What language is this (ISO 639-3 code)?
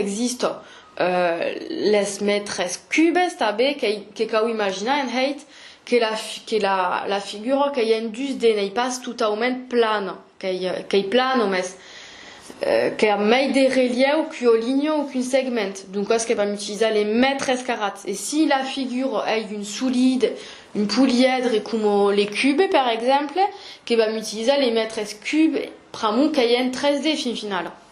oci